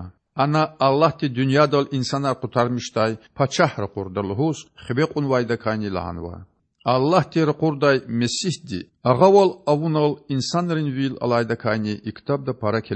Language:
Lezghian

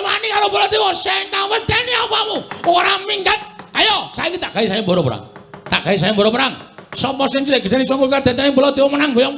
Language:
Javanese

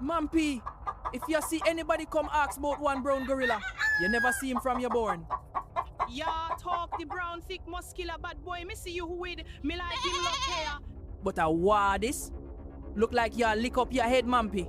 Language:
Jamaican Creole English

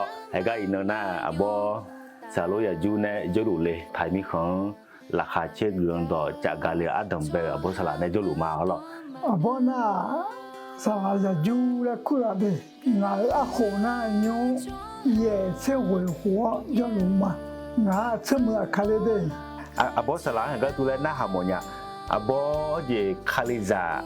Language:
Akha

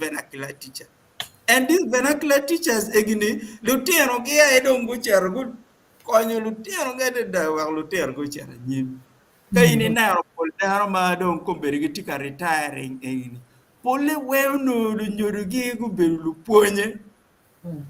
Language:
Acoli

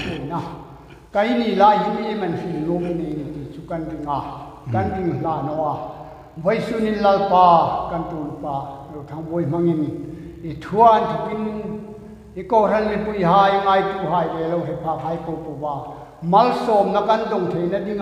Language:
Hmar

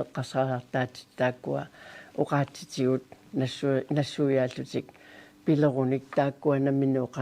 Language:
Kalaallisut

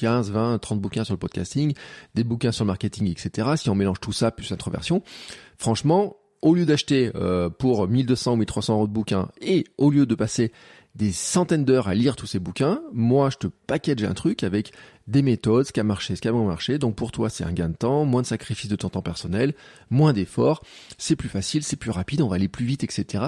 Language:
French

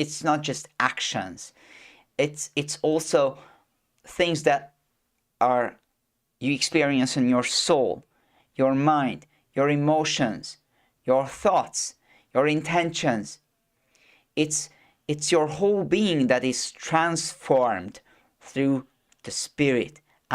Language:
English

